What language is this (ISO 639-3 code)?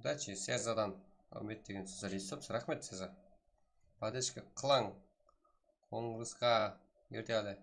kaa